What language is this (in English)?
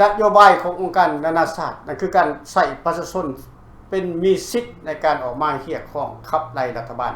Lao